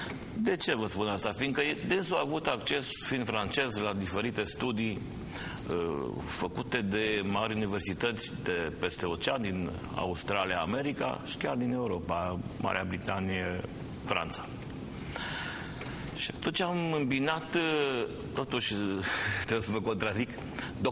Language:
Romanian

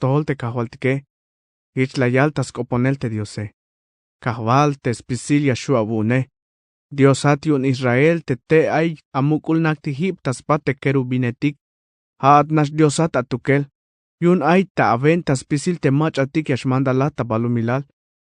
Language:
Tzeltal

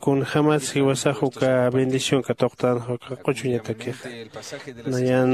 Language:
Aymara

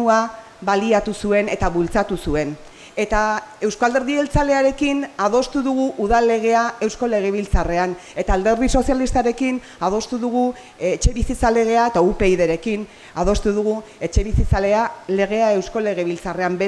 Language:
Basque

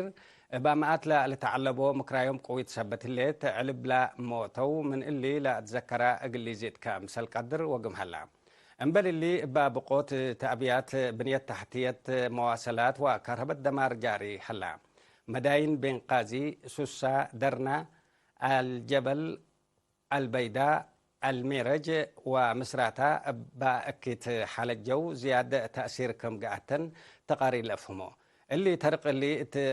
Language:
Tigre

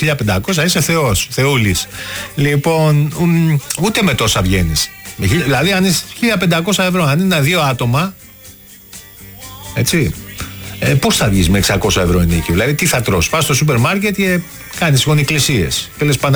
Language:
Greek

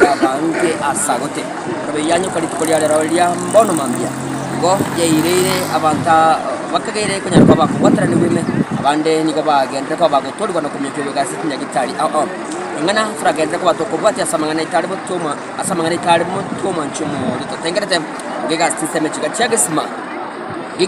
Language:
Gusii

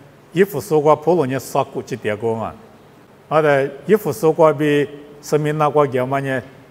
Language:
Lisu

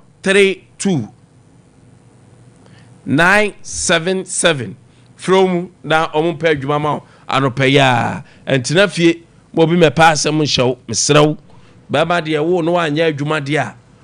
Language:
Akan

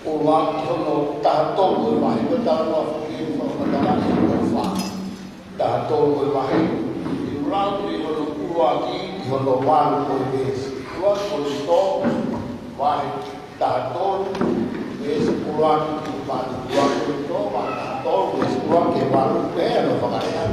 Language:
Tongan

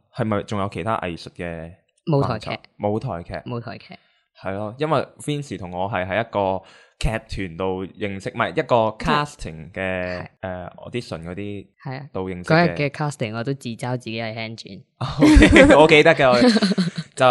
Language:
Cantonese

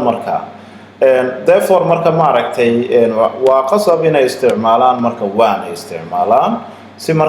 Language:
Somali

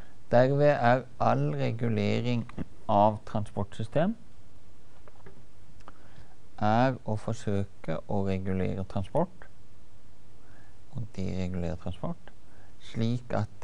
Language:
Norwegian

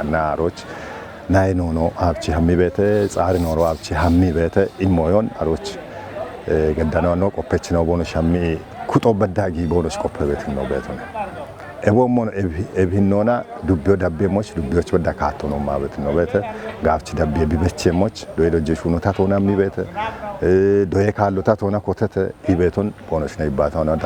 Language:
Kafa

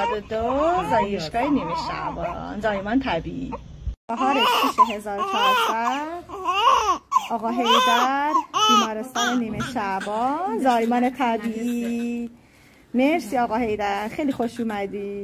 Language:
Persian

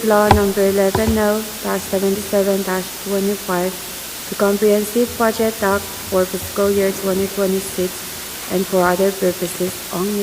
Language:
Pohnpeian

